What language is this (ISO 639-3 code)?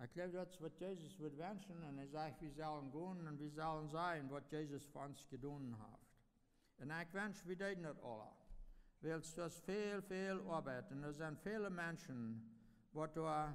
pdt